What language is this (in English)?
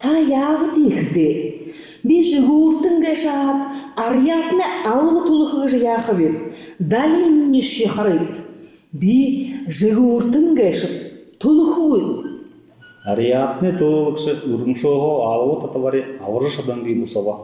Buriat